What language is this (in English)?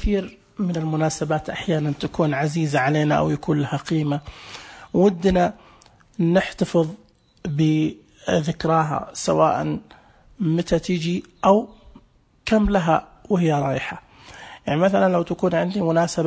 Najdi Arabic